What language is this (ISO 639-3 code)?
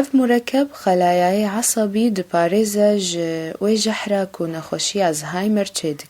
kur